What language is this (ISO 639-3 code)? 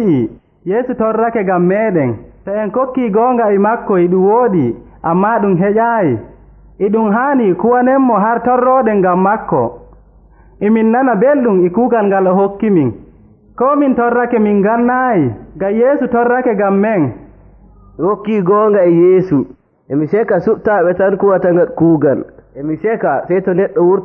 fuv